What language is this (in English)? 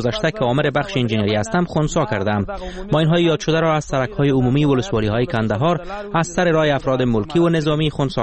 Persian